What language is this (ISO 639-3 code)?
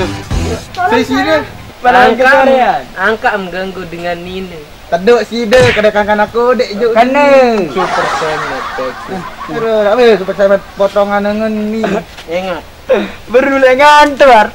sas